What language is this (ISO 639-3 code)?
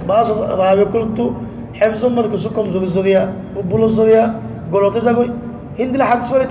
rhg